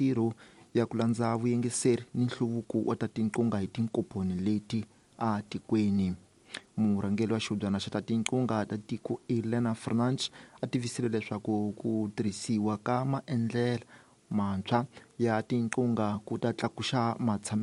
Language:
Tsonga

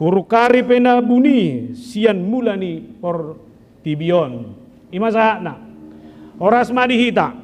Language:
Batak Toba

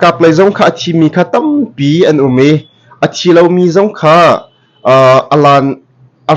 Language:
Hakha Chin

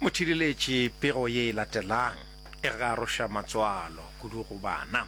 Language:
Northern Sotho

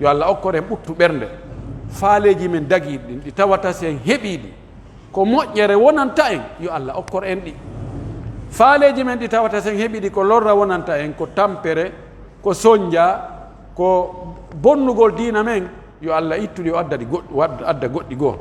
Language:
Pular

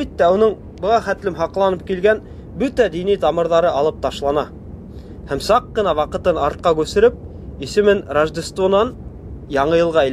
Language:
Bashkir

